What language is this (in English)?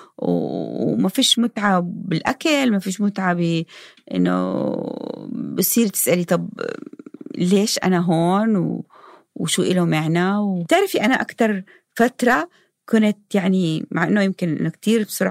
North Levantine Arabic